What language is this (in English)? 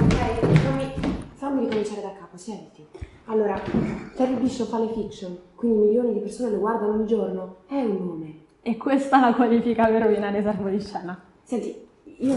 Italian